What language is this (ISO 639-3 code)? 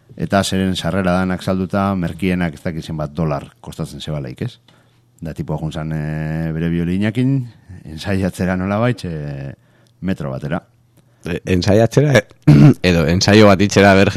eus